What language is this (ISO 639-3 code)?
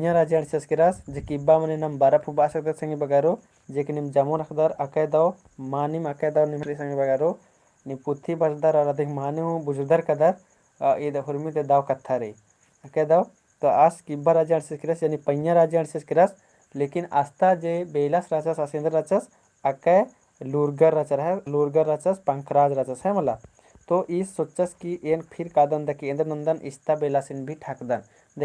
kru